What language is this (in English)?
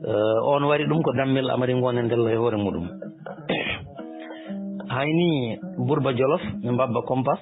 Fula